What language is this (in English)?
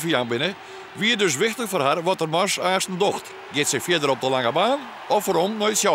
Western Frisian